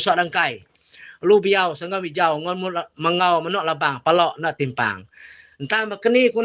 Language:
Iban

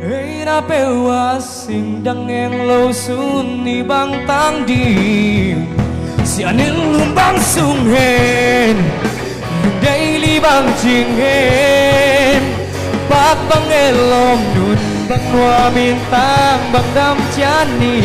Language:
Tedim Chin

